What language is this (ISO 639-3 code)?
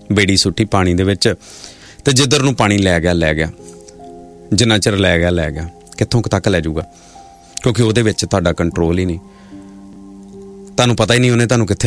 pan